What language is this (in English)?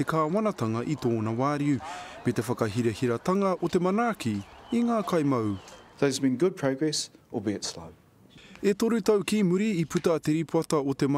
Māori